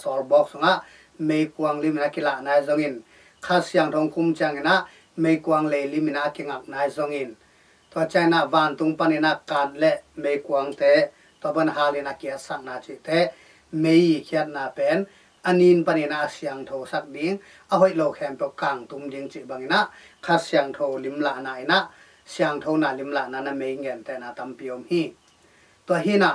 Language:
Tedim Chin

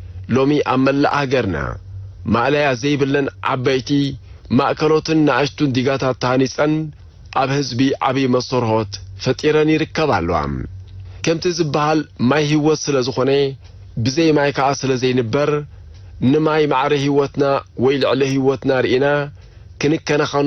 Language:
Tigrinya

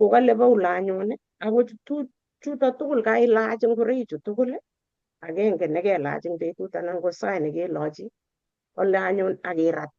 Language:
Kalenjin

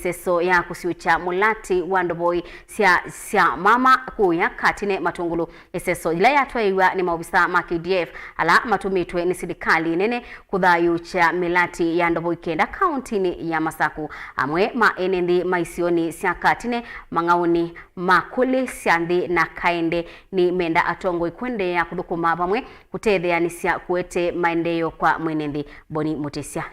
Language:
Kamba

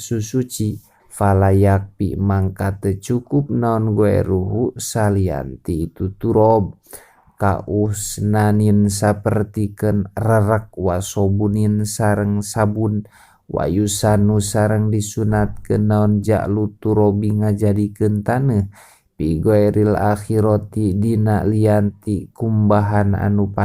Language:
Sundanese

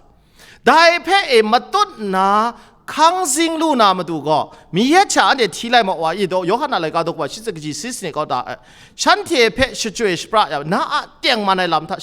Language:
Kachin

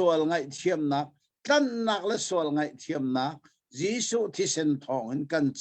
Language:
Hakha Chin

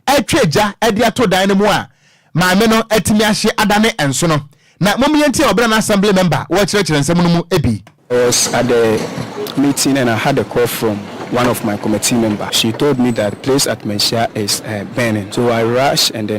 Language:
Akan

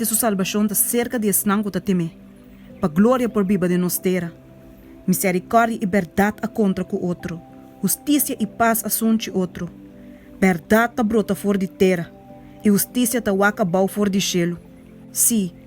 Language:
Papiamento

